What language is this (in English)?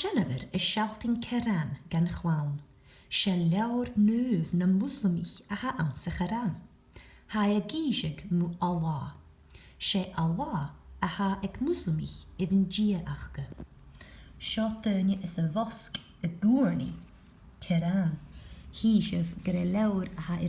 Scottish Gaelic